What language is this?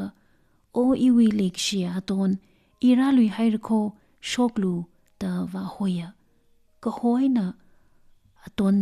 Tangkhul Naga (India)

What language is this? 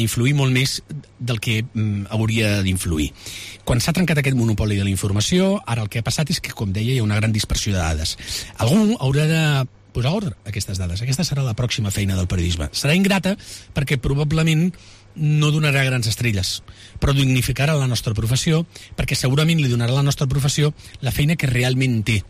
Catalan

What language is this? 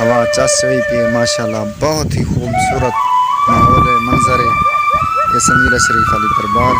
Saraiki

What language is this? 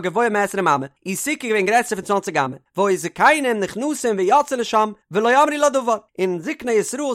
Yiddish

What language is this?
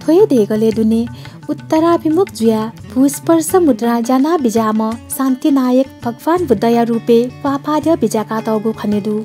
Newari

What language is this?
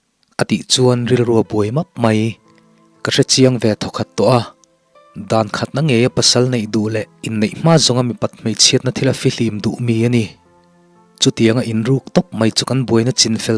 Mizo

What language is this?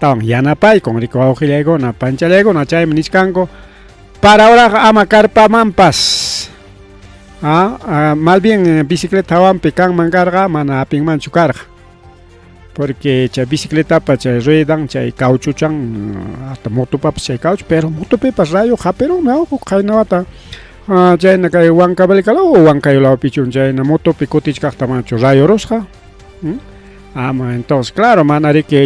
Ayacucho Quechua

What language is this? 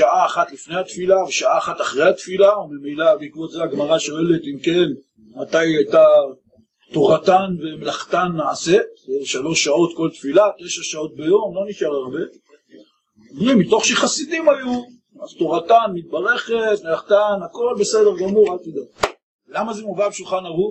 Hebrew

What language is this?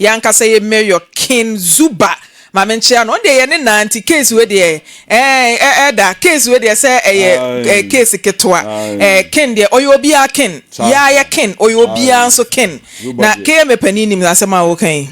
Akan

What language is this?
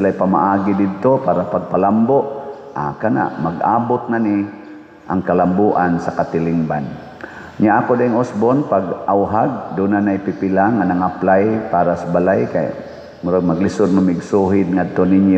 Cebuano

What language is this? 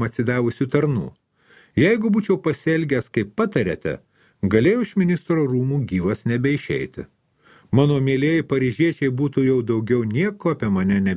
Lithuanian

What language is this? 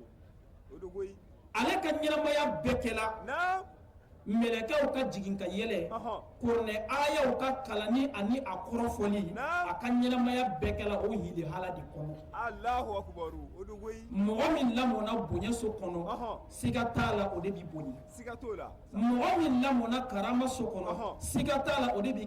Bambara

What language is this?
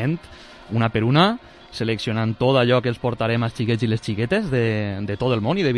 Catalan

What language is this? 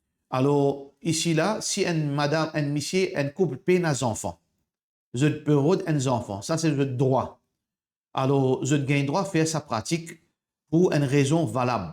Morisyen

